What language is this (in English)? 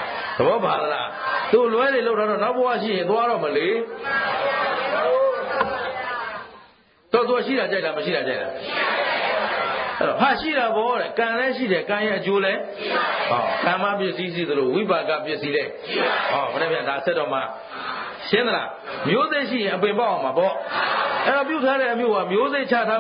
Burmese